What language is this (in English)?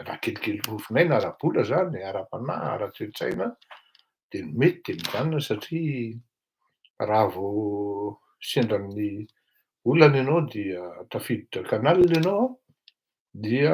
Malagasy